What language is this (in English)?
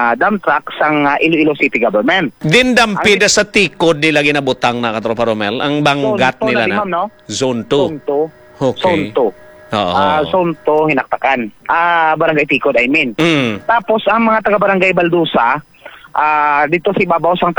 Hiligaynon